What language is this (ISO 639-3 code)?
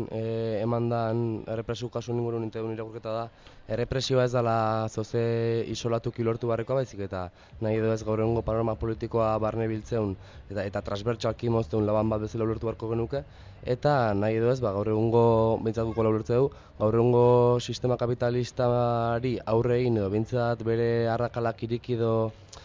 eus